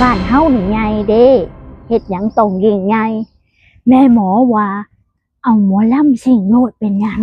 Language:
Northeastern Thai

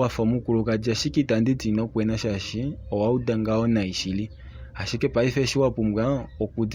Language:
Kuanyama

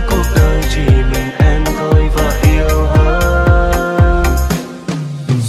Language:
Vietnamese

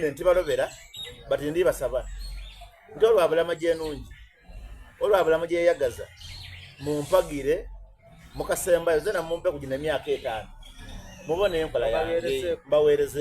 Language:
Soga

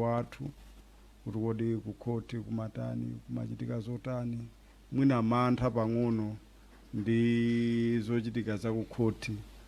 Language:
Nyanja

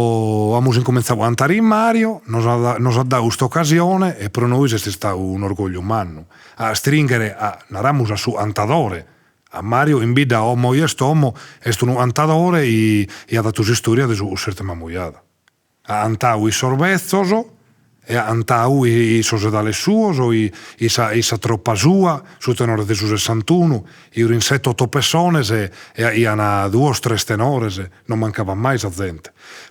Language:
Sardinian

